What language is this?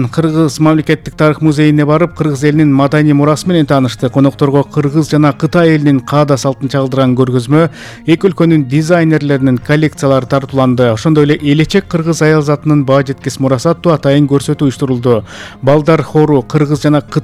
Kyrgyz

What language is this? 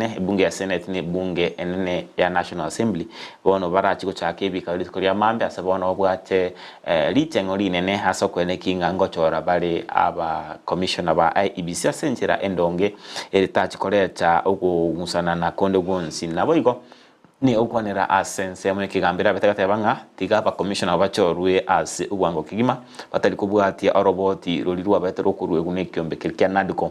Gusii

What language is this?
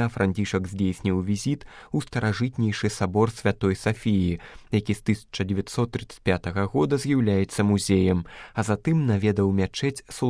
Belarusian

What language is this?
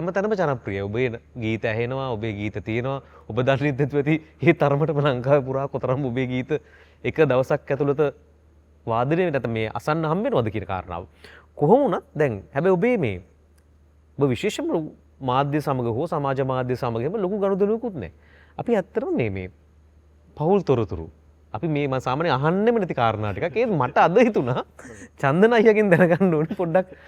Sinhala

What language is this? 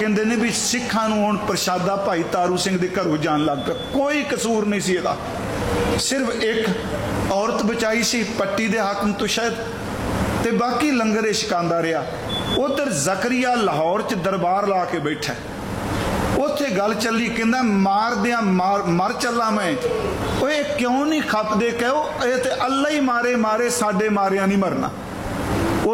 Punjabi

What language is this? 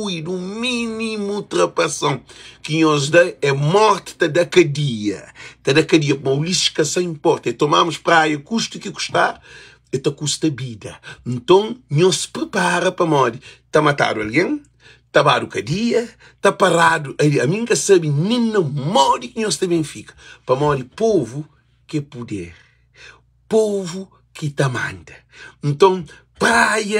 Kabuverdianu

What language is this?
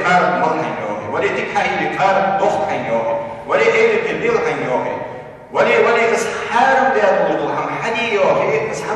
Ingush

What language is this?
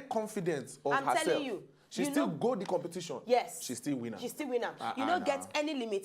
Nigerian Pidgin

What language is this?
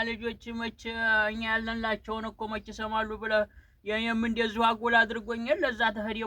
Amharic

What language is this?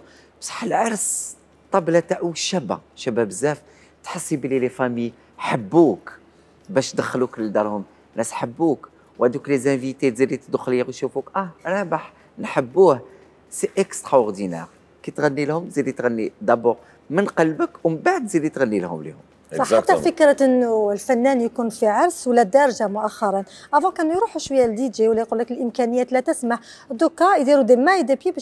Algerian Arabic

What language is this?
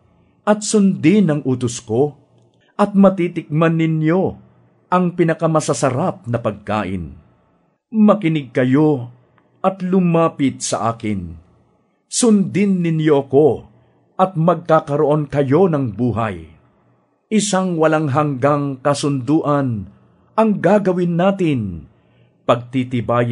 Filipino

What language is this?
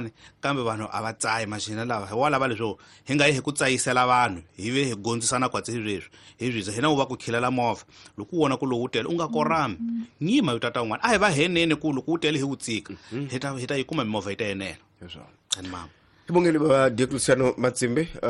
Tsonga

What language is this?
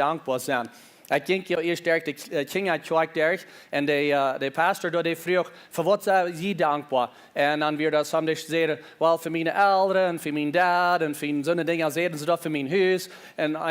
Plautdietsch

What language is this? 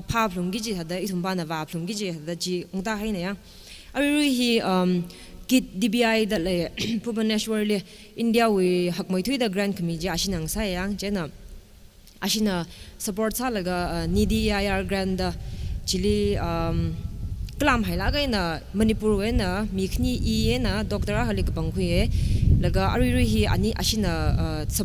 Tangkhul Naga (India)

